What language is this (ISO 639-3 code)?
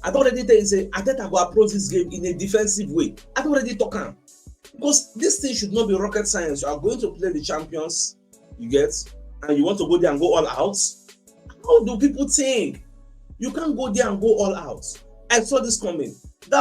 pcm